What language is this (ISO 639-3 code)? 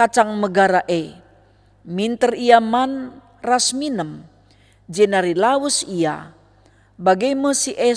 btx